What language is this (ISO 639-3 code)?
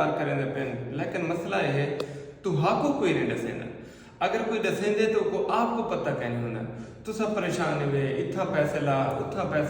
skr